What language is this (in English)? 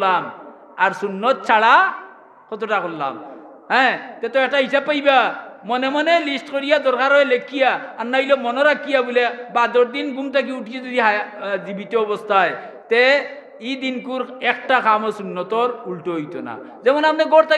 Sylheti